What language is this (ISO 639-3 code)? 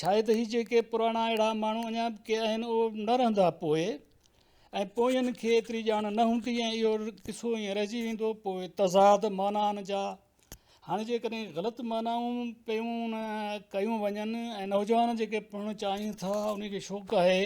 snd